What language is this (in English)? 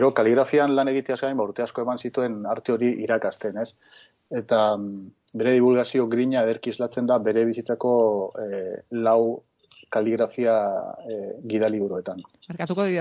Basque